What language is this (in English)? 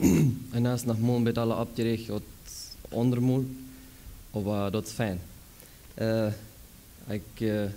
Plautdietsch